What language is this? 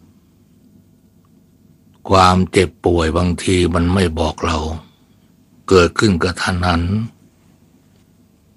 Thai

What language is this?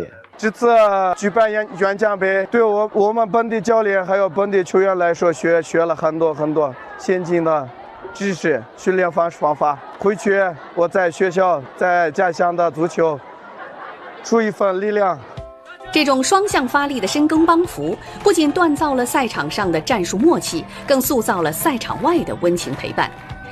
Chinese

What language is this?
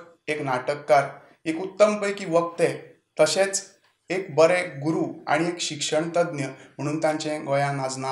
Konkani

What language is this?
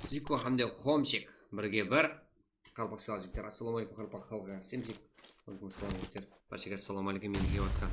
Kara-Kalpak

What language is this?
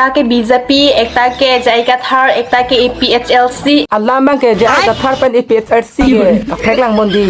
Karbi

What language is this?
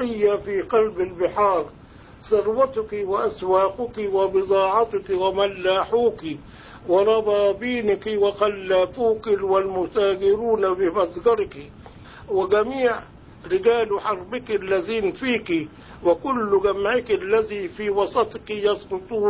Arabic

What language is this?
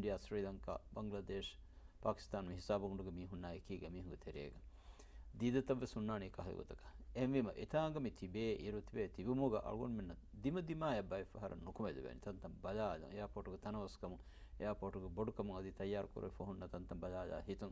Divehi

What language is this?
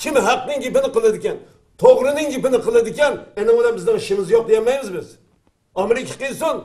Uyghur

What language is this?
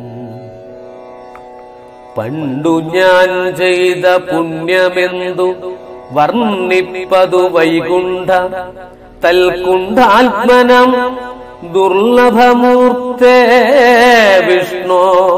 Malayalam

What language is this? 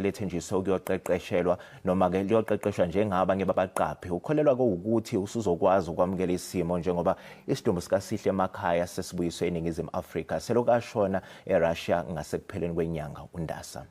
Zulu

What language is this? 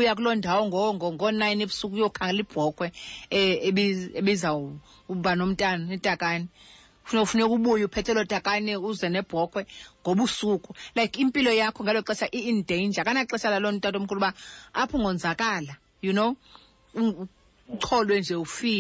Xhosa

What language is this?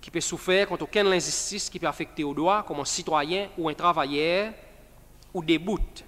Seselwa Creole French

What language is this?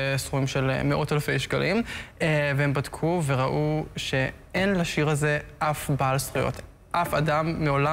Hebrew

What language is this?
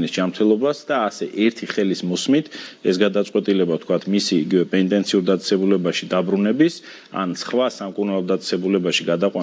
Georgian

